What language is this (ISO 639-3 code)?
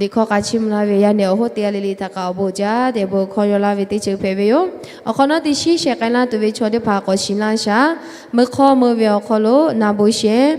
lhu